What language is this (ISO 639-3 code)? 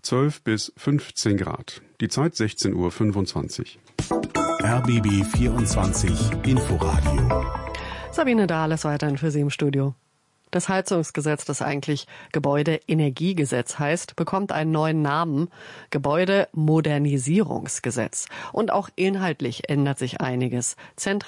deu